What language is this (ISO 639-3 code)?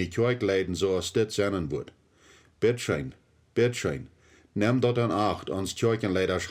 pdt